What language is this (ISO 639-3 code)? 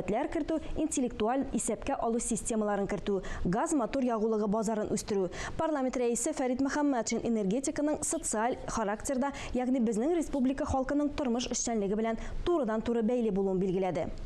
tat